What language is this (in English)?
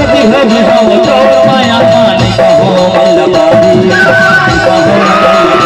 Chhattisgarhi